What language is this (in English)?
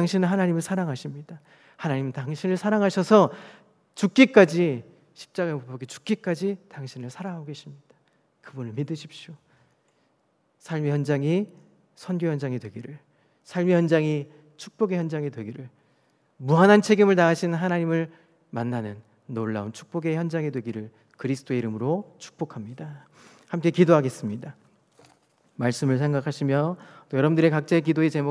Korean